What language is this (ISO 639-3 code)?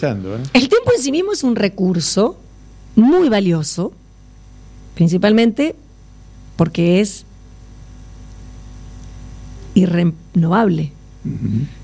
spa